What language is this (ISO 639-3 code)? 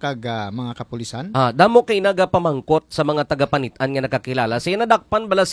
hil